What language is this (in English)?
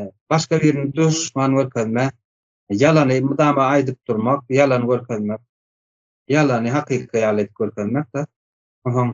Turkmen